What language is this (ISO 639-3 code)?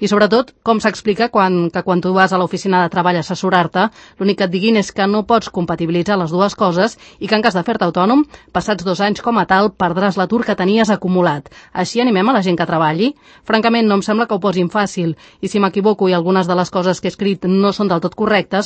cat